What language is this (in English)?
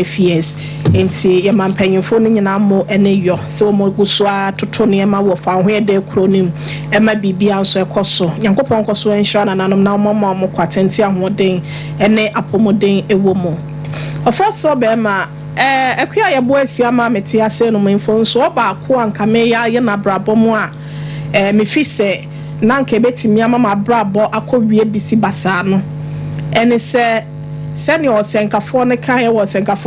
Akan